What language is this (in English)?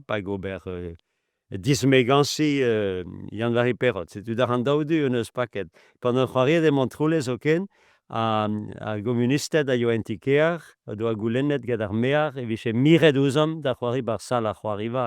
Breton